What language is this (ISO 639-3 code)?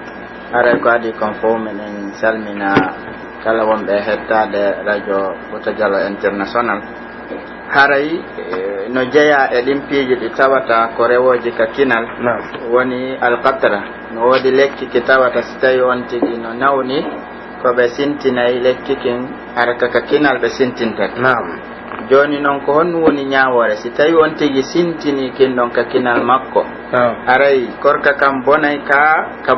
fuf